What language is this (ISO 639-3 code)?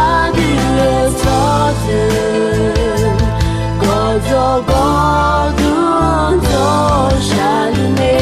ahk